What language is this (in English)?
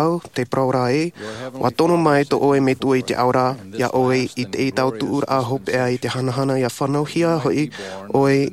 Tahitian